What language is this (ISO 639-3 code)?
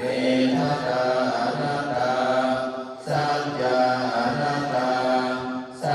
pli